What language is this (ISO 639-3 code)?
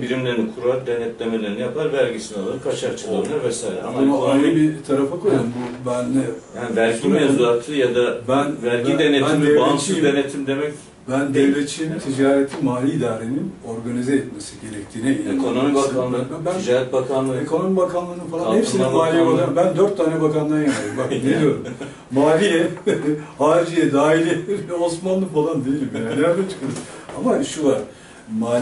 tur